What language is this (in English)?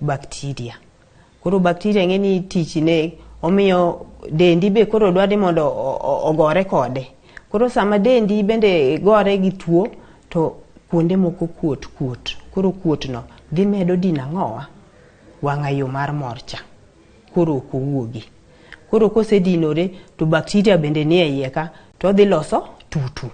Luo (Kenya and Tanzania)